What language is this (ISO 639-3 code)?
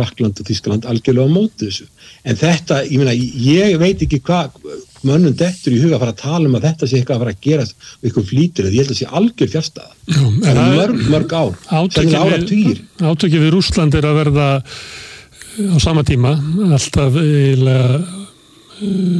isl